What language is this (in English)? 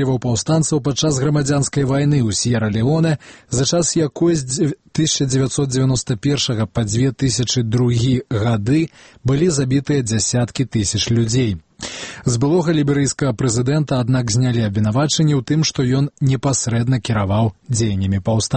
Belarusian